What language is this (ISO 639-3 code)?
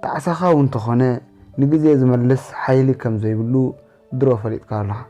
tir